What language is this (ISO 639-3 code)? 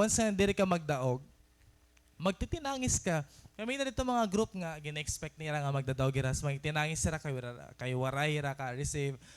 war